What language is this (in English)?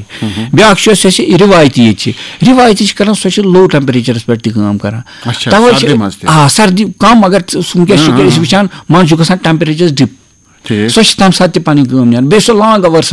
Kashmiri